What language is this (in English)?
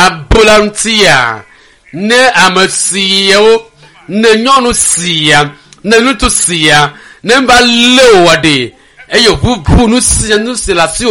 Ewe